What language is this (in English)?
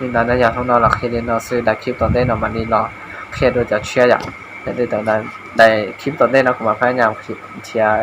Hmong